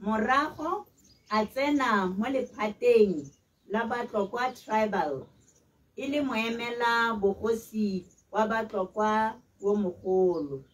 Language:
Tswana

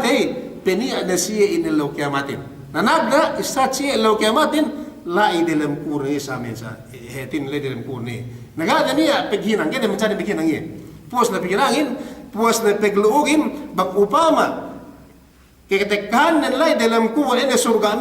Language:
Yakan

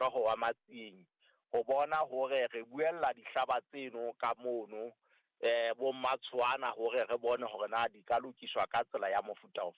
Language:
Southern Sotho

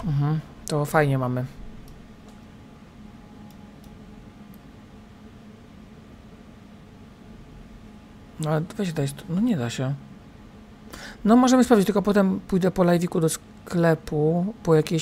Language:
Polish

